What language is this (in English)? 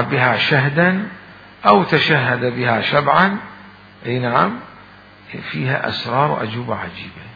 Mesopotamian Arabic